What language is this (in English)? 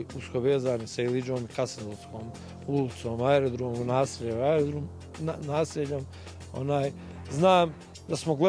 Bosnian